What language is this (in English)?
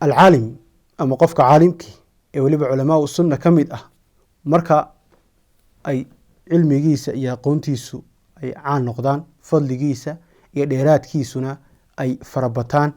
Somali